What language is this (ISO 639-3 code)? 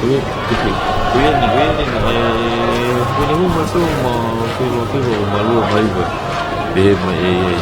ton